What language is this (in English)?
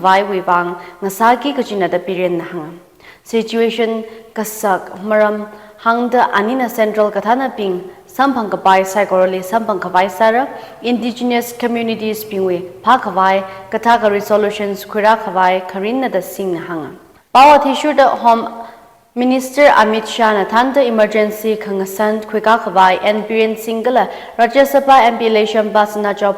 Tangkhul Naga (India)